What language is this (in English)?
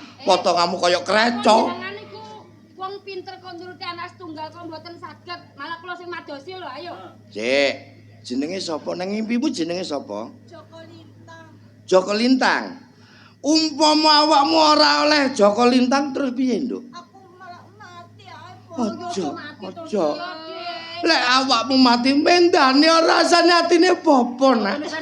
Javanese